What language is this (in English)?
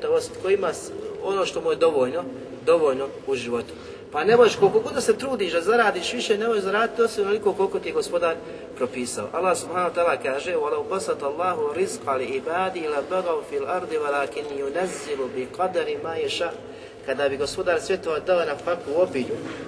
Bosnian